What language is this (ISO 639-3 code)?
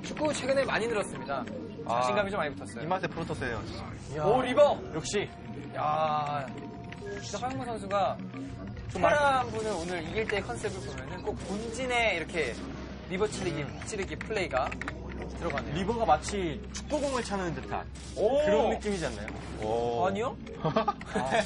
kor